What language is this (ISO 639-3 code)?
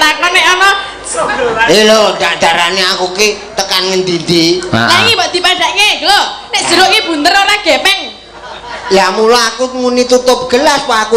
jav